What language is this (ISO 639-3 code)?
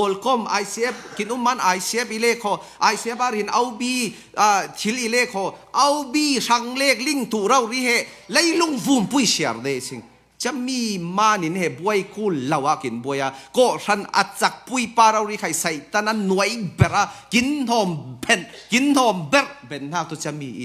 cfm